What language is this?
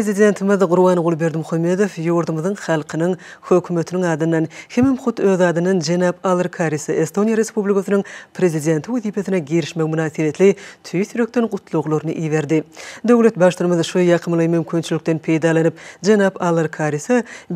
Turkmen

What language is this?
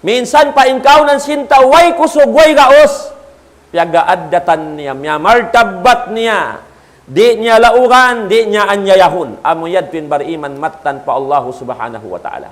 Tausug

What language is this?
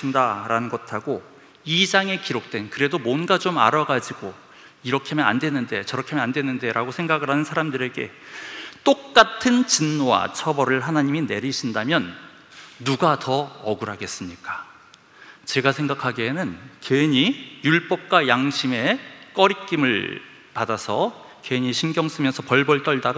Korean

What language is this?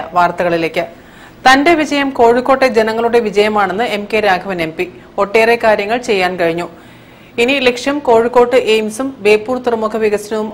Malayalam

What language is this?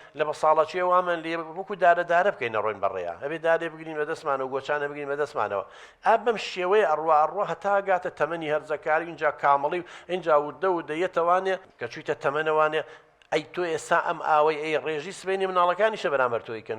Central Kurdish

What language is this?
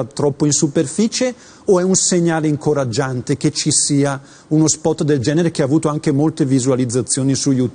Italian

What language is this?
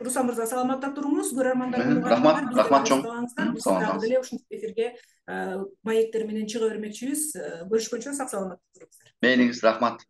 Kyrgyz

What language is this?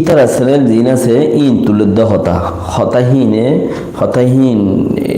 Rohingya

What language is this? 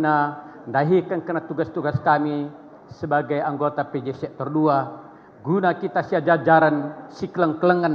Batak Karo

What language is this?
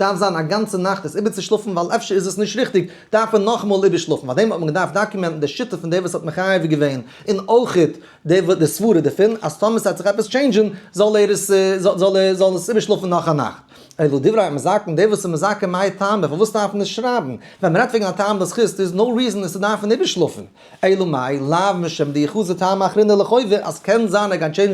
Yiddish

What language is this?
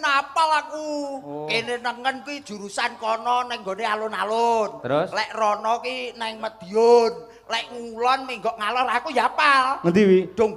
Javanese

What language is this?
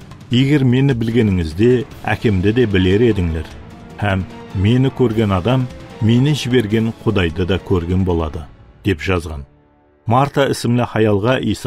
Kara-Kalpak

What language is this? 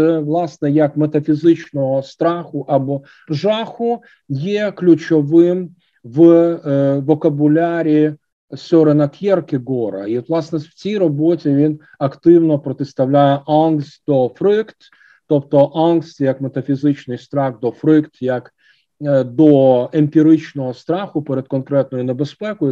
Ukrainian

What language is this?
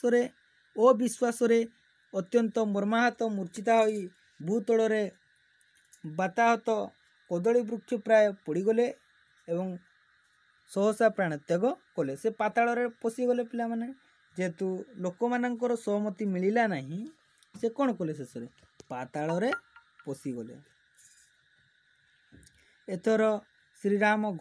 Odia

